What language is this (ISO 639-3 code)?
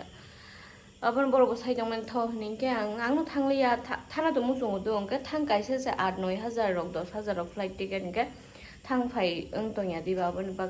trp